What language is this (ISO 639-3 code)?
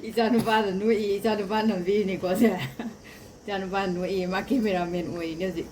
mni